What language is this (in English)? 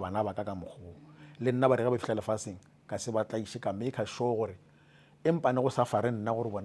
Northern Sotho